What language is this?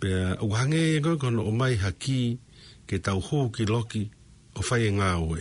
Tongan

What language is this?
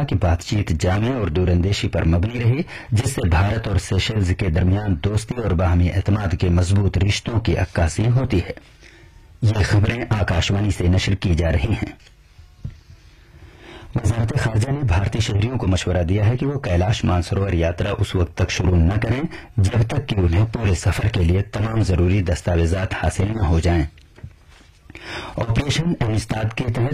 Urdu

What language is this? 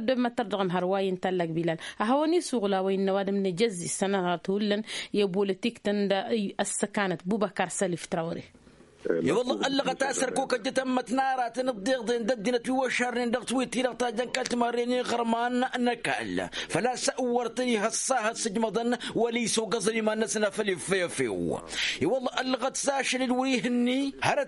Tamasheq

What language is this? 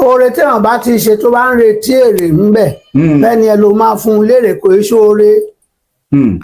Yoruba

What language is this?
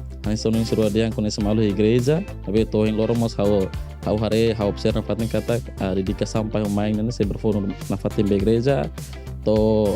Tetum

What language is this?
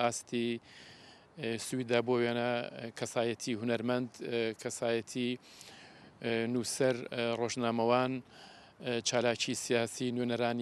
Kurdish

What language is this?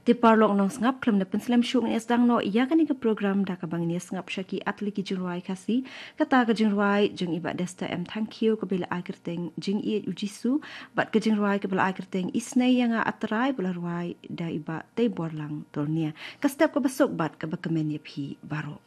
Khasi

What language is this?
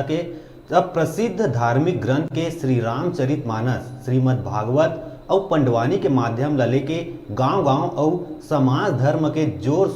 Chhattisgarhi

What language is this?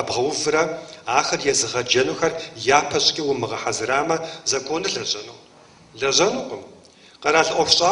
Kabardian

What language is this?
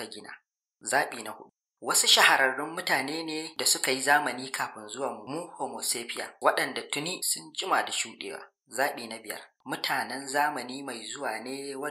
Hausa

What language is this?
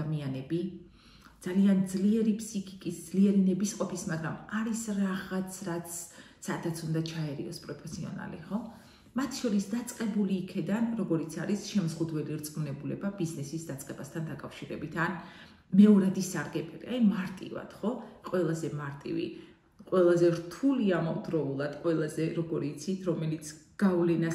Georgian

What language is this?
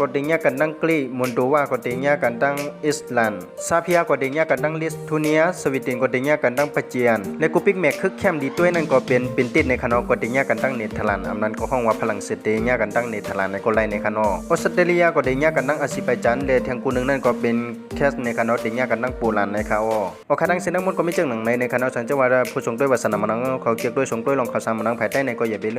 Shan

